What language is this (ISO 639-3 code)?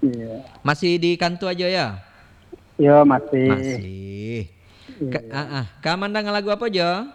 min